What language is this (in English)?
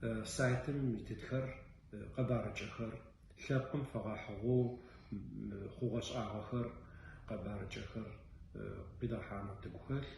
Adyghe